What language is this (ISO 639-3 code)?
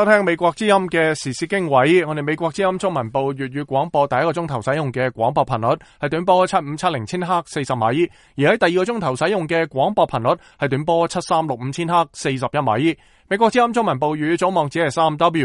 yue